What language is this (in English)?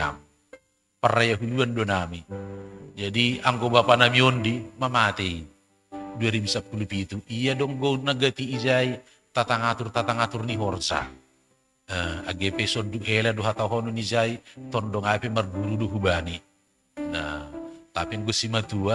Batak Simalungun